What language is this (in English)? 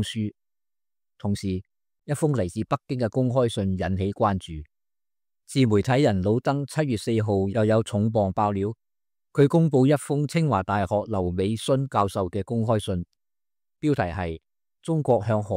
Cantonese